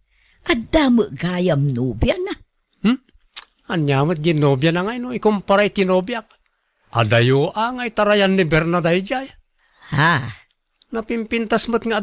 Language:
Iloko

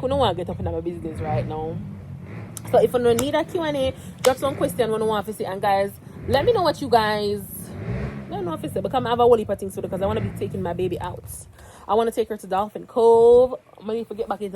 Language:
Jamaican Creole English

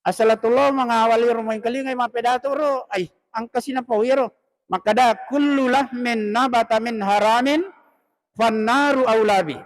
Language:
Buginese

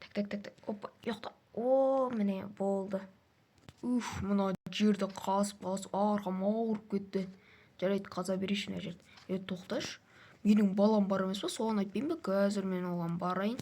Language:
Kazakh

